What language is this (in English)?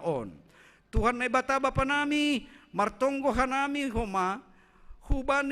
Batak Simalungun